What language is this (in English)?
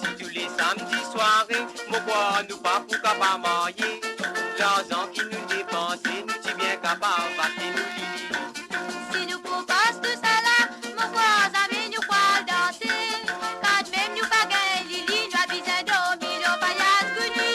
Morisyen